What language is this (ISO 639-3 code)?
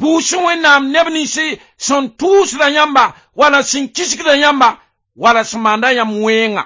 mos